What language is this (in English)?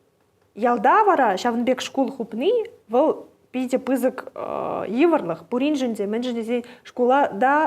Chuvash